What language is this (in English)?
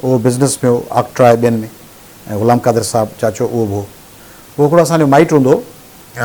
Sindhi